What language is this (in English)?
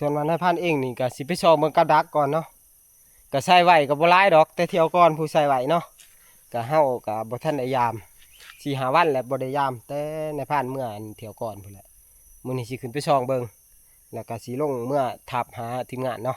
Northeastern Thai